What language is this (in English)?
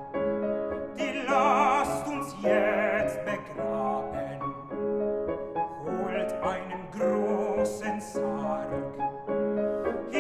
German